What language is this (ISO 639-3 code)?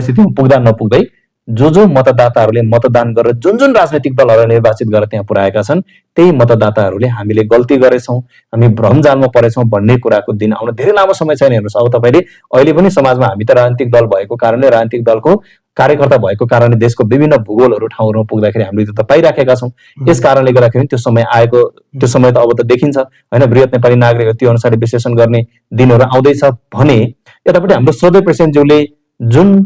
nep